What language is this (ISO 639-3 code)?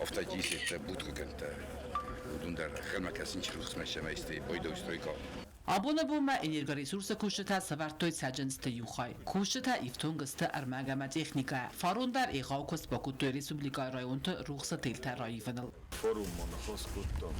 oss